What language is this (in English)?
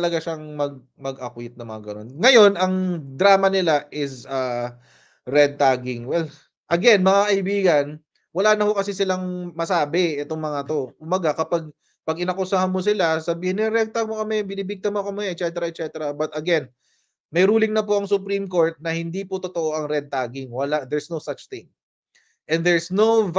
Filipino